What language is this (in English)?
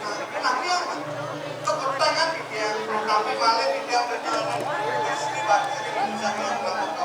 Balinese